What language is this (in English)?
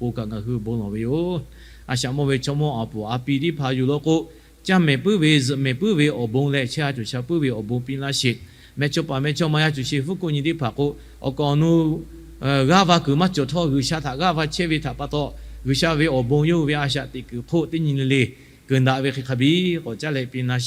Lahu